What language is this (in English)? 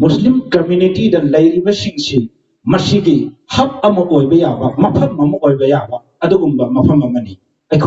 Manipuri